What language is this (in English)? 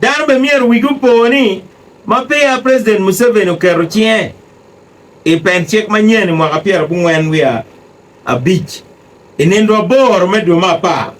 Acoli